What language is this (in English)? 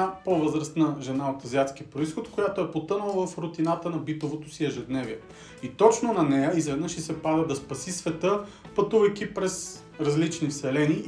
Bulgarian